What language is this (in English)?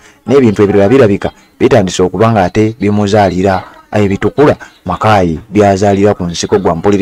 Ganda